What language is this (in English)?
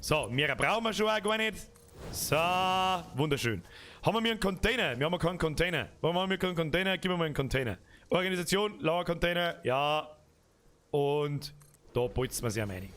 Bavarian